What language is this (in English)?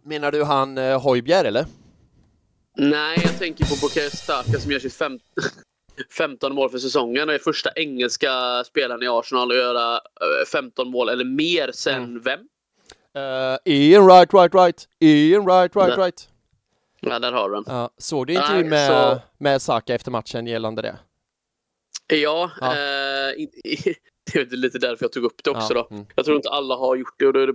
Swedish